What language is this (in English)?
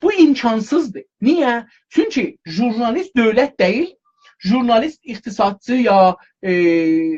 South Azerbaijani